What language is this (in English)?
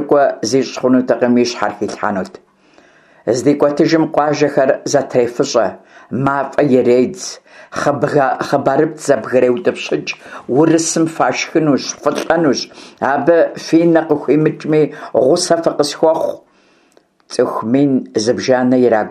Kabardian